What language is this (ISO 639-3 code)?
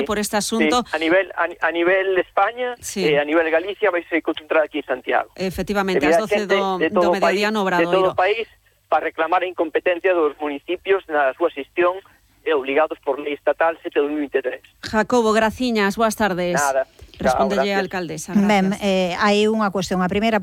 glg